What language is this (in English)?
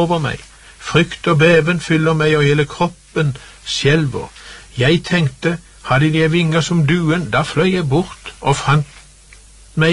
Norwegian